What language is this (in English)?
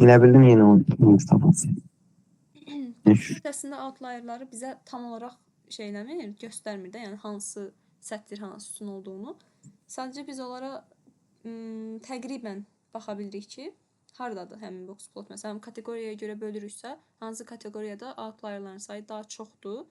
Azerbaijani